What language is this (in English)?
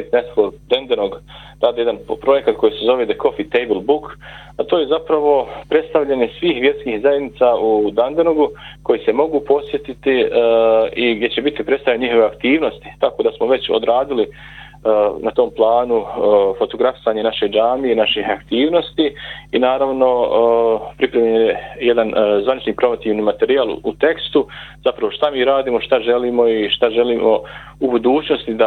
Bosnian